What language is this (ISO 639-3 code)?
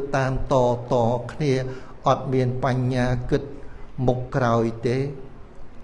khm